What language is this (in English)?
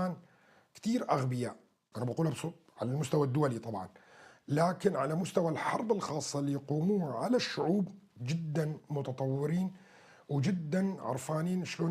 North Levantine Arabic